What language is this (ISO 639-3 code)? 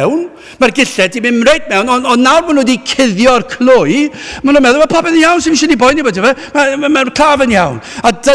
cym